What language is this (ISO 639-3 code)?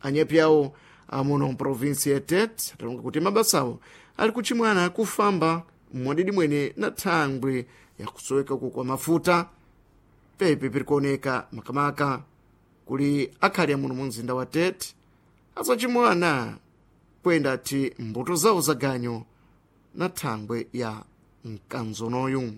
seh